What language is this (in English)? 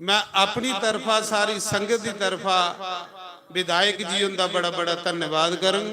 Dogri